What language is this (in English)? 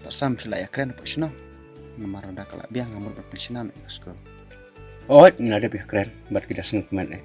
Khasi